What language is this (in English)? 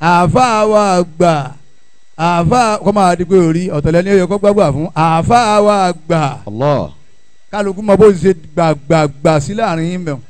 Yoruba